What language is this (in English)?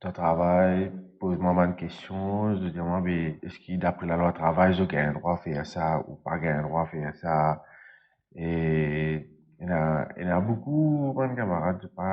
Morisyen